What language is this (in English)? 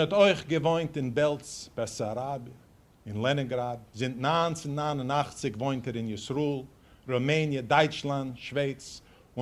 Yiddish